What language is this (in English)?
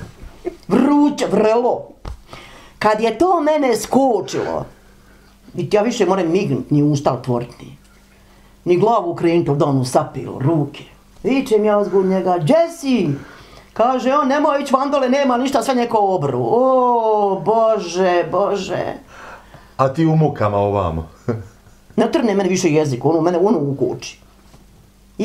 Bosnian